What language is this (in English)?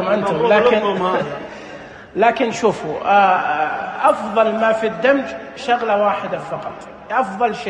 Najdi Arabic